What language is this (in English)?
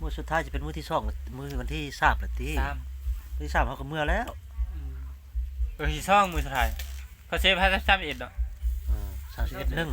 Lao